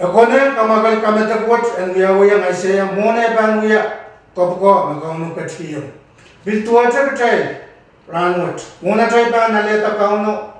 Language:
Pohnpeian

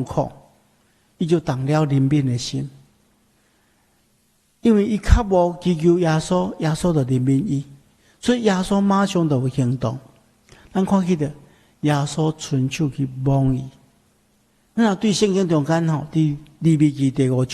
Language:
Min Nan Chinese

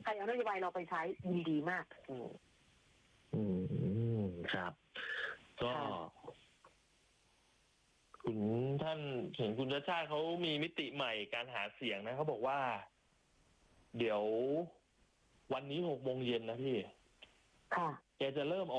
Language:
Thai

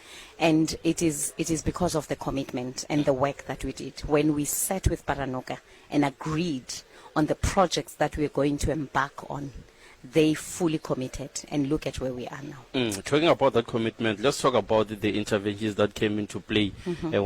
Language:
Tsonga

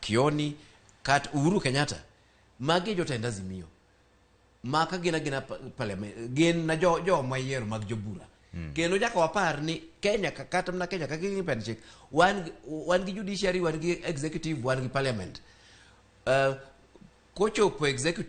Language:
Luo (Kenya and Tanzania)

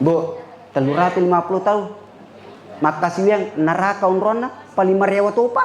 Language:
Buginese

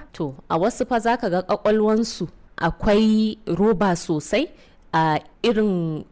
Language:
Hausa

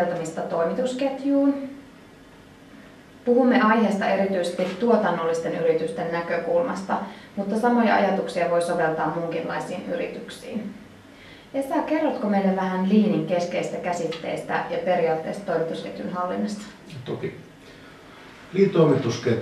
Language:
Finnish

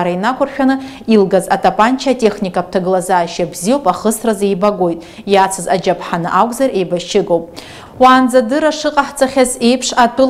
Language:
Abkhazian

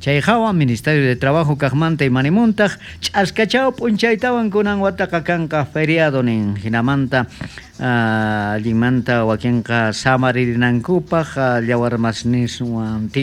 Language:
South Bolivian Quechua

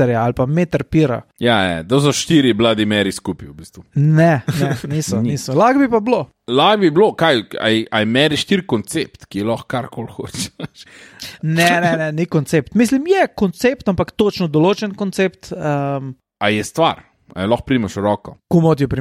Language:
Slovenian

